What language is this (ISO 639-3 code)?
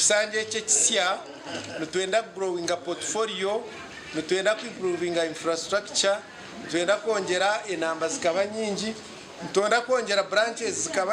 nyn